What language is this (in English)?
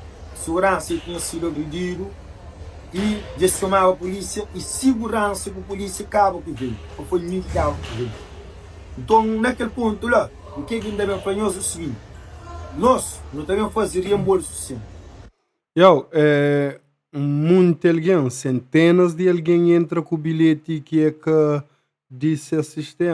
Kabuverdianu